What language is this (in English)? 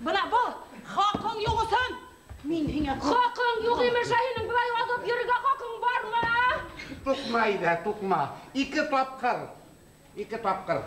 Bashkir